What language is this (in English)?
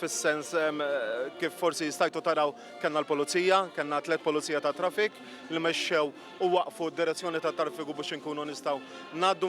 Maltese